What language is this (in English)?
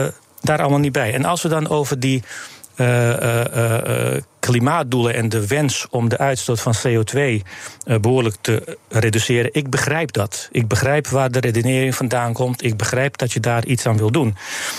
Dutch